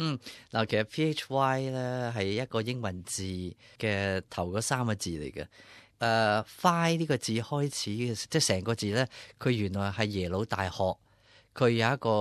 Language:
Cantonese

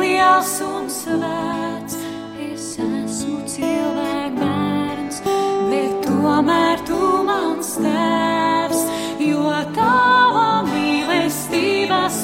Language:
Latvian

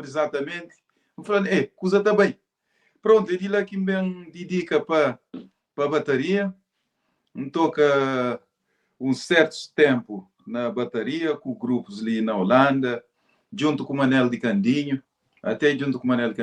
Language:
Kabuverdianu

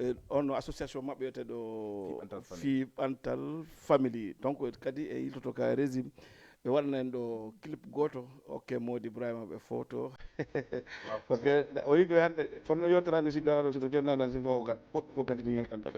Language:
Fula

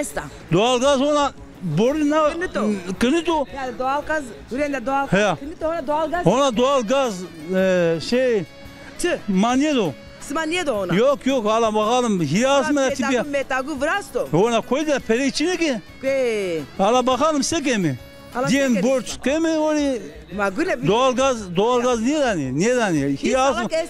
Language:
Zaza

